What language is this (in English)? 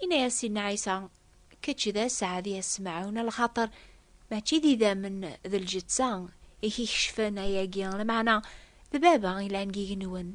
Kabyle